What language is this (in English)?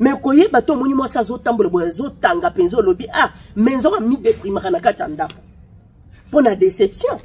Lingala